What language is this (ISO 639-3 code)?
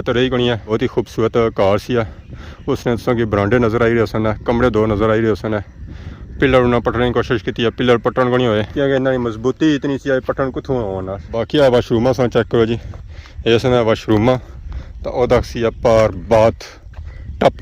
phr